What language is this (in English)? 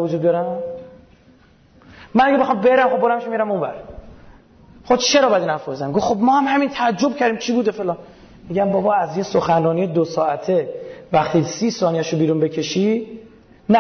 Persian